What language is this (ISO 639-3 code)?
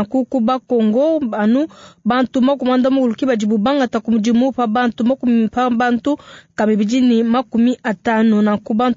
lua